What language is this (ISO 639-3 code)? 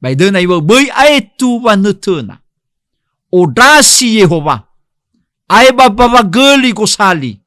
nia